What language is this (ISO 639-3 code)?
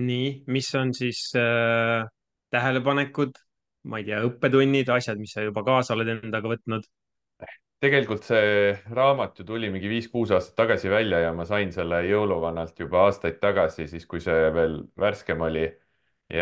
est